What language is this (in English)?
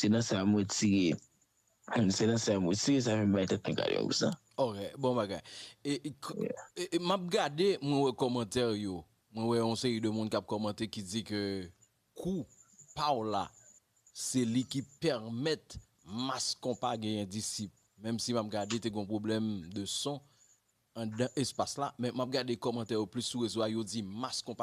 Haitian Creole